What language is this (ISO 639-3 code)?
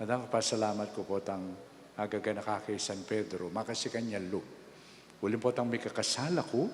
pam